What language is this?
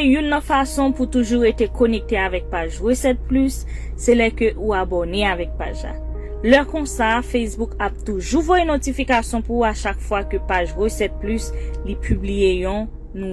Haitian Creole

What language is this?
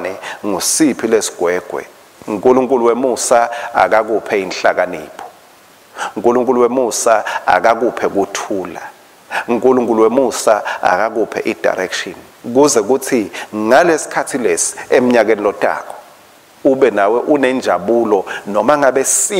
Swati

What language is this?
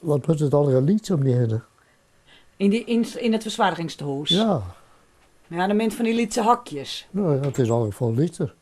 Western Frisian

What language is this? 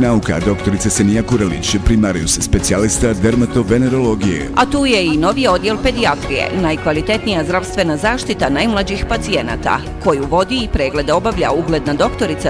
Bosnian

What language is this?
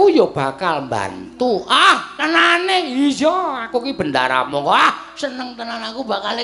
Javanese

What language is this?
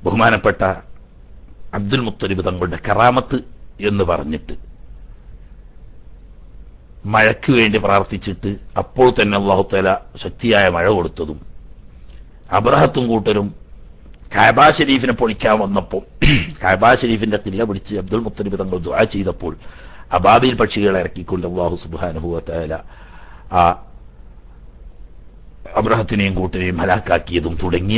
Malayalam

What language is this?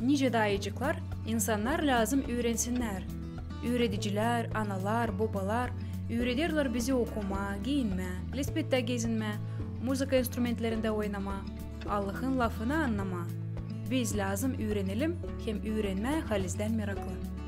Gagauz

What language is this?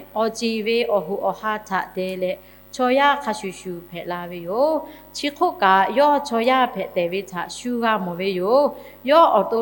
Lahu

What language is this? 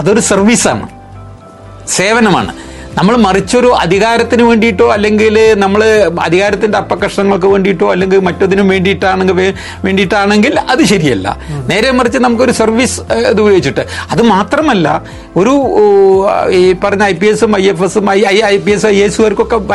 Malayalam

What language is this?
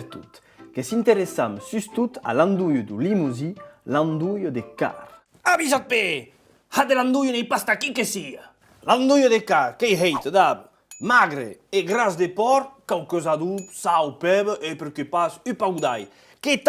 Occitan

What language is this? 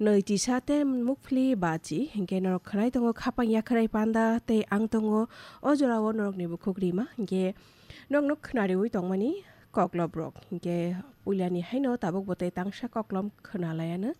Kok Borok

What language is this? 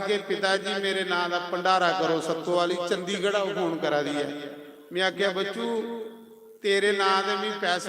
Dogri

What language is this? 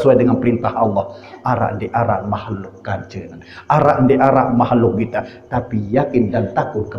Sasak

